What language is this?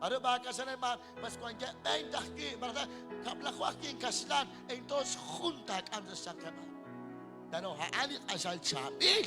Kekchí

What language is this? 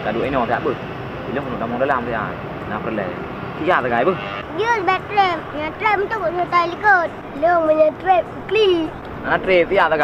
Achinese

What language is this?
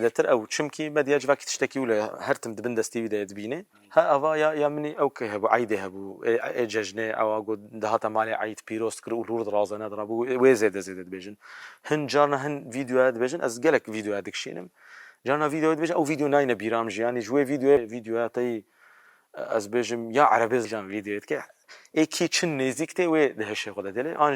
Kurdish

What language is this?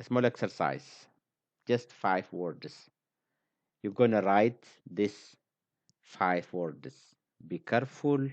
English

